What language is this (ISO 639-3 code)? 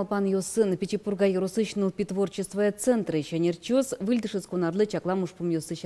udm